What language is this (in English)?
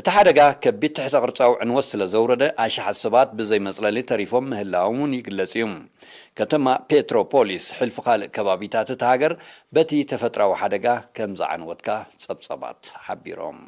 Tigrinya